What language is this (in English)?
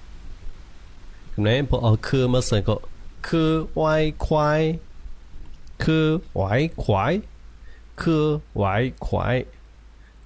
Shan